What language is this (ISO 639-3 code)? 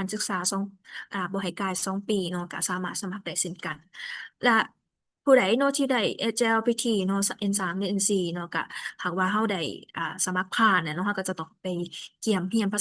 lao